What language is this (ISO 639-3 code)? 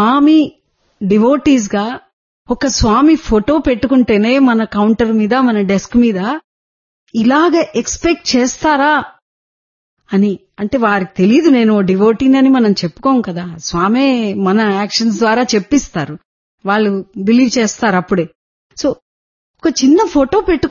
tel